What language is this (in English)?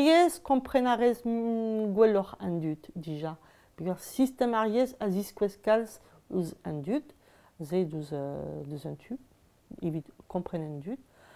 Breton